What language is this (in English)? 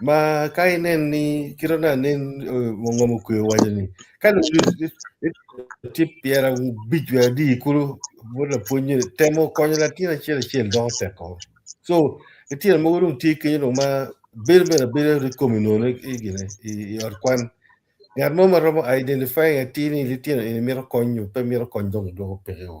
Acoli